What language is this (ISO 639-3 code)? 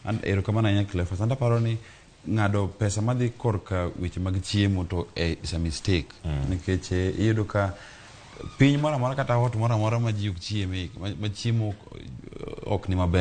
luo